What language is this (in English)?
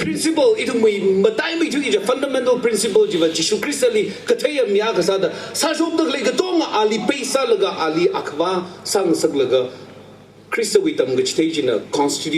Tangkhul Naga (India)